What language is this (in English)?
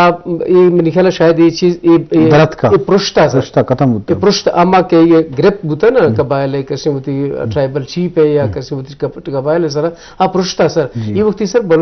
Eastern Balochi